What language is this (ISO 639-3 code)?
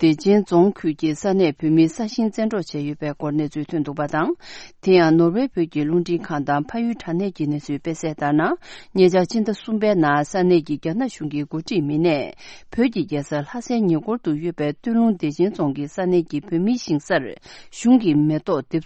bod